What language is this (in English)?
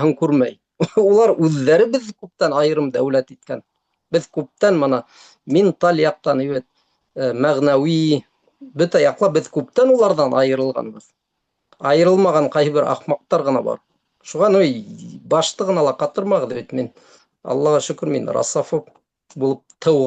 Bashkir